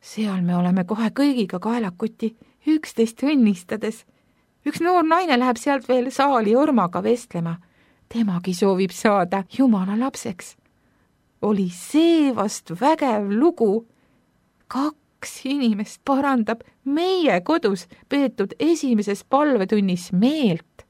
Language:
Estonian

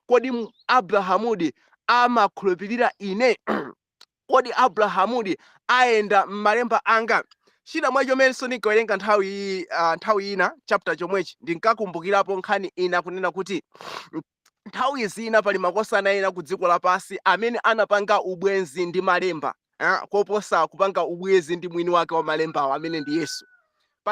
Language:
Nyanja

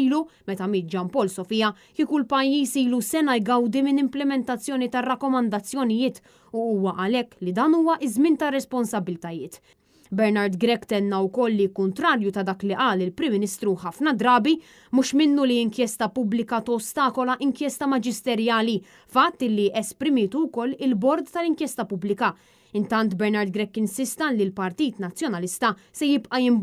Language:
Maltese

